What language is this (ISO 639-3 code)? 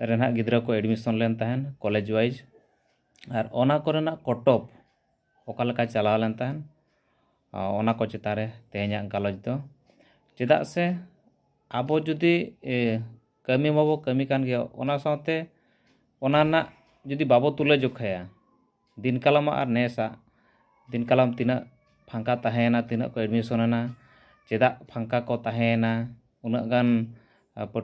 sat